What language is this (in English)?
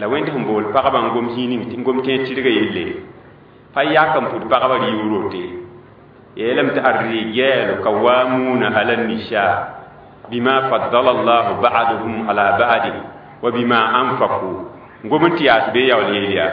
Mossi